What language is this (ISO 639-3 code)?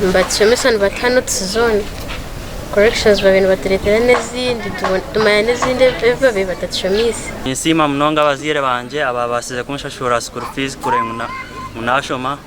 nyn